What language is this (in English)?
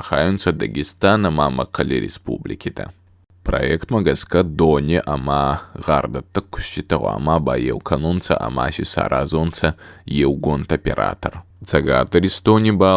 Ossetic